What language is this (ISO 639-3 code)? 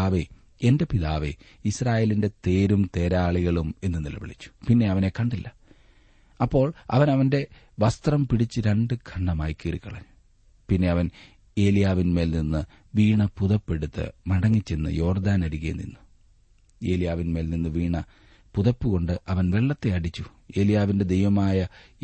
mal